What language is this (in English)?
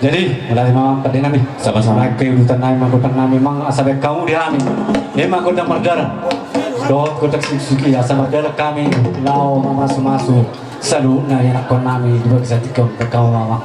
Batak Toba